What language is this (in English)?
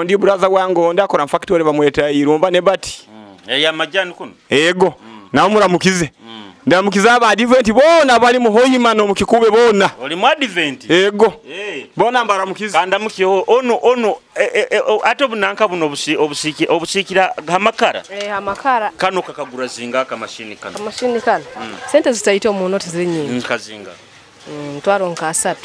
Nyoro